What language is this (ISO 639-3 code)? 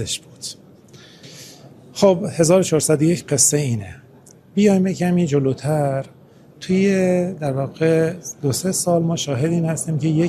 fas